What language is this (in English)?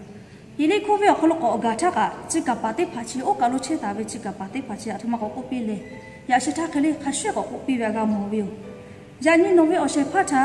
Lahu